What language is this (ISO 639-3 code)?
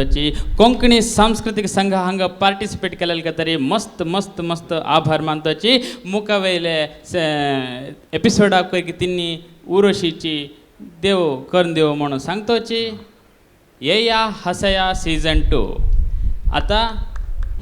kok